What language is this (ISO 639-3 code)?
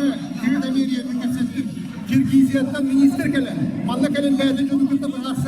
sah